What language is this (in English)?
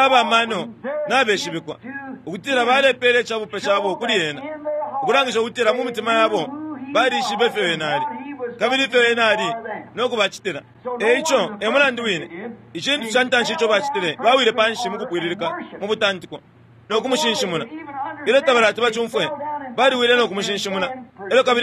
Bemba